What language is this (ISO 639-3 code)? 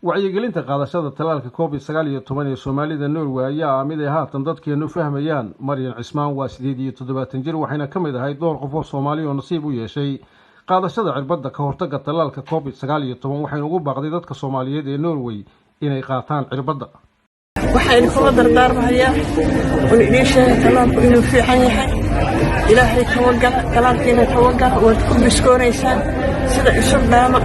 som